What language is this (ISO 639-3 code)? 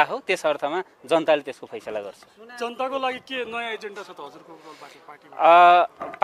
nep